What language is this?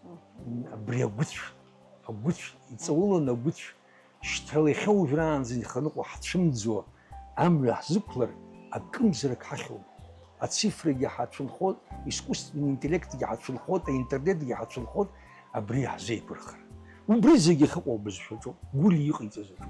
Abkhazian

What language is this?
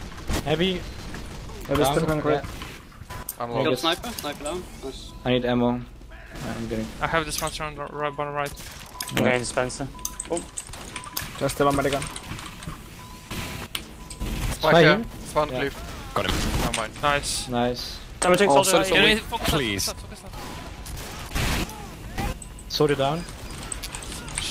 English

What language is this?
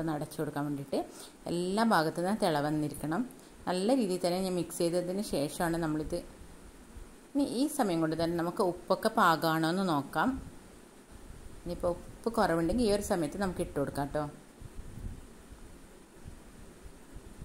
Malayalam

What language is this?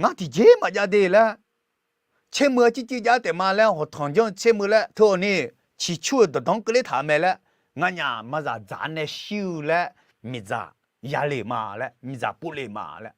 Akha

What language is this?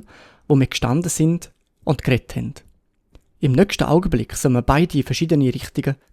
Swiss German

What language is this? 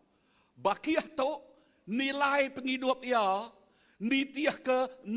Iban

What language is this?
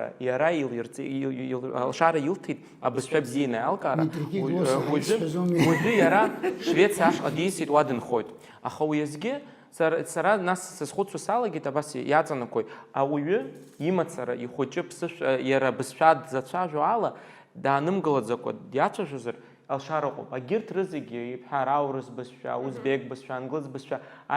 Abkhazian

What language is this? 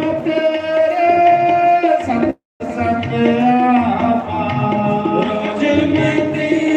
Dogri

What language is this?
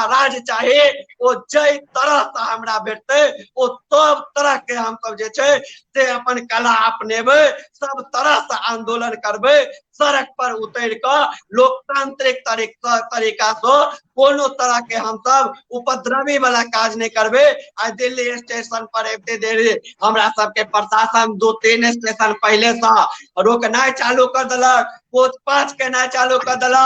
Maithili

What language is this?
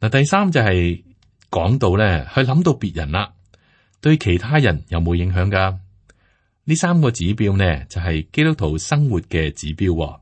Cantonese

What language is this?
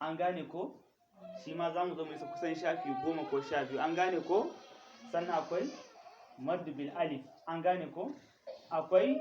Hausa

